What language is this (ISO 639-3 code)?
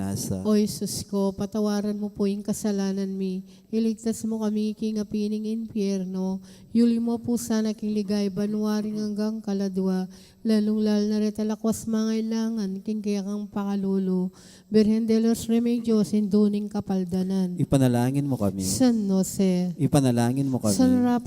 pam